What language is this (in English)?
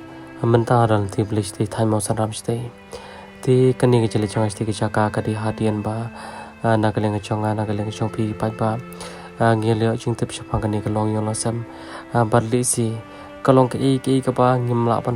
Khasi